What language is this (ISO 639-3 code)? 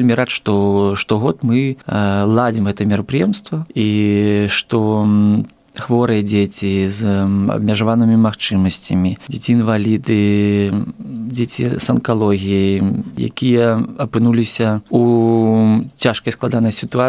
bel